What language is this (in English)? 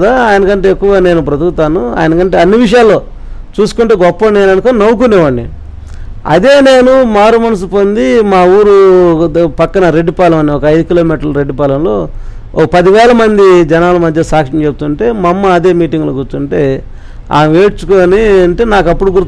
Telugu